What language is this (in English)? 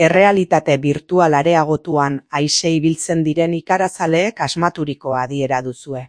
Basque